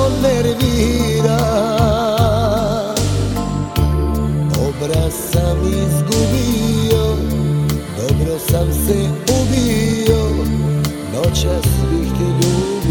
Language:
Serbian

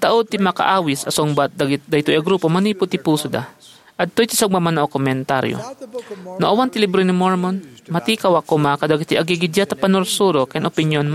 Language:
Iloko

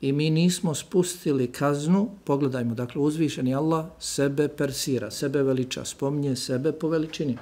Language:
Bosnian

